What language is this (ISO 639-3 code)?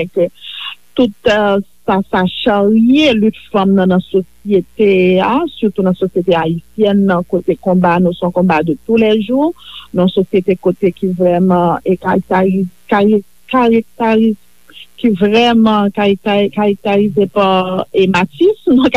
hat